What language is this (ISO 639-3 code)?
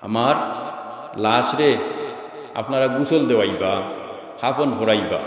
syl